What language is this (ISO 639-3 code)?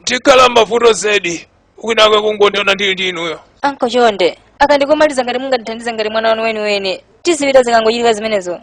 nya